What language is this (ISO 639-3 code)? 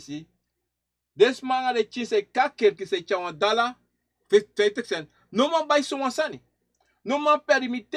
srn